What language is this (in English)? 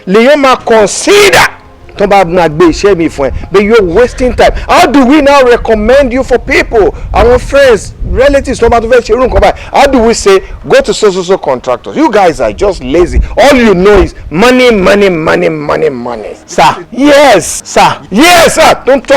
Yoruba